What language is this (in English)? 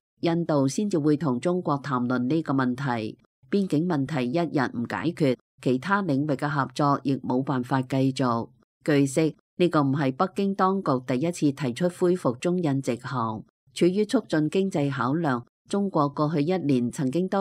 Cantonese